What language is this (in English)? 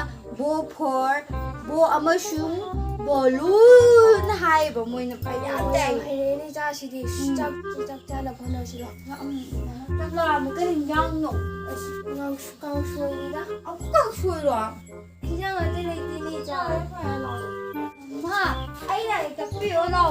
Manipuri